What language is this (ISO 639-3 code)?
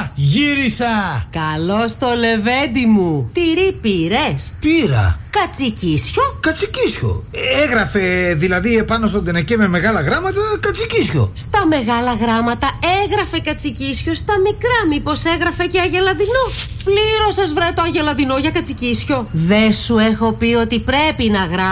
ell